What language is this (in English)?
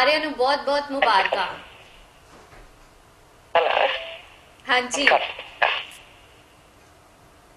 Punjabi